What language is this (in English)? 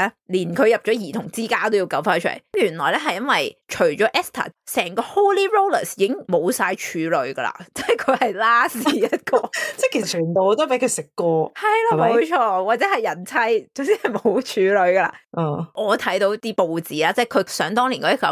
Cantonese